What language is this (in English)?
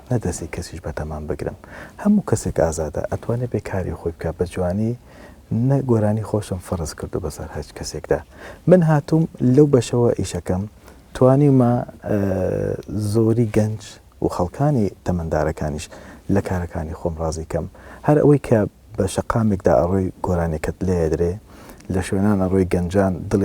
Central Kurdish